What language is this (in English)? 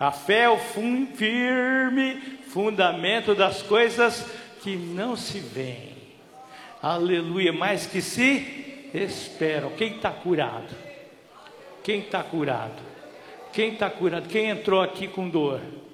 Portuguese